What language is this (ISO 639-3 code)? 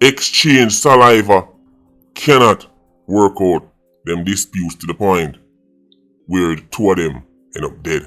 jam